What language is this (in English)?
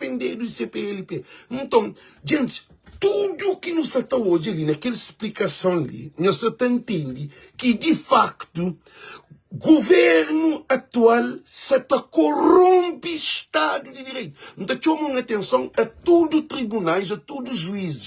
Kabuverdianu